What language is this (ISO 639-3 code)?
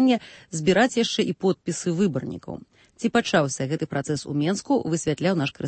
bel